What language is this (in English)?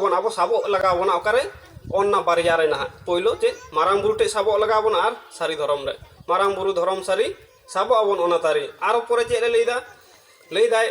Santali